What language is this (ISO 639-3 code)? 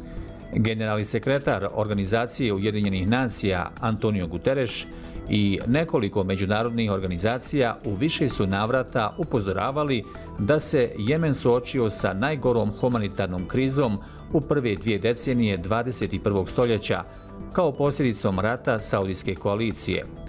bos